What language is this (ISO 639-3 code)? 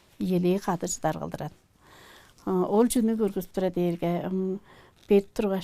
tyv